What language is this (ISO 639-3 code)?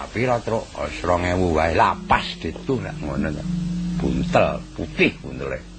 jav